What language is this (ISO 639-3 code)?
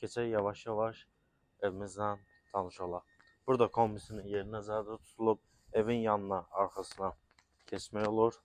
aze